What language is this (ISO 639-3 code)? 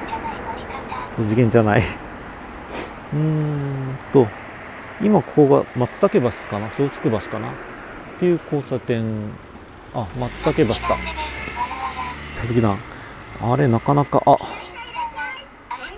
jpn